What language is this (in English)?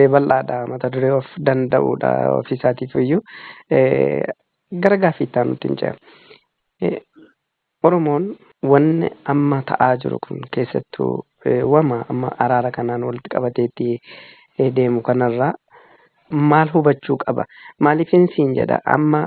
Oromo